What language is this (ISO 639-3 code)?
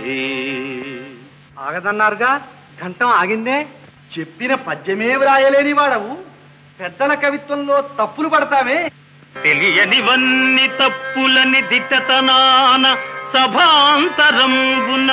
tel